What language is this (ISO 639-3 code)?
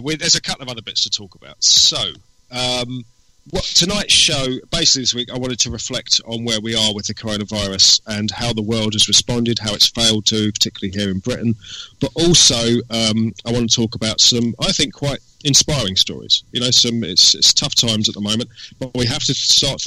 eng